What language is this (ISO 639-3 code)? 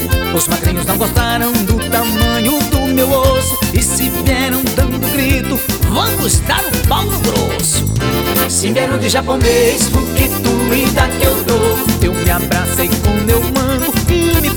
por